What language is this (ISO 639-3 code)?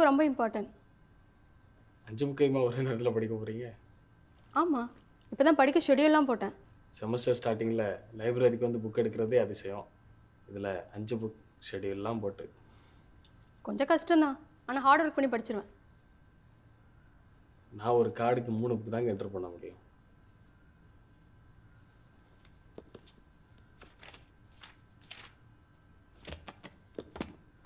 tam